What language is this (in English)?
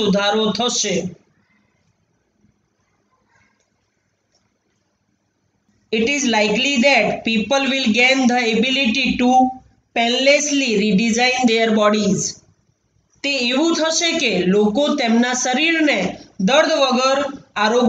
Gujarati